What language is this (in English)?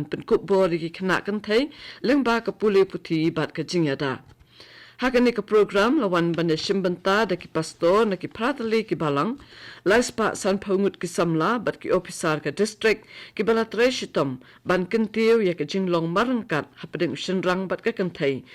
Khasi